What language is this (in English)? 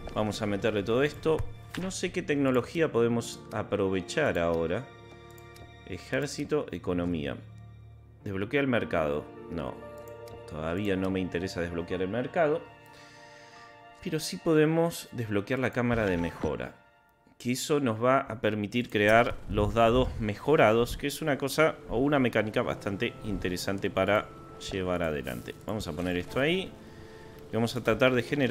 Spanish